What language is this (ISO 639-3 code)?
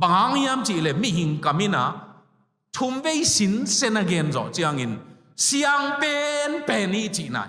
ctd